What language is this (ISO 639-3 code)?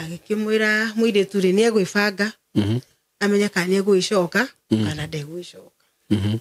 kik